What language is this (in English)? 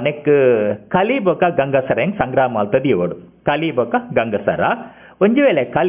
Tulu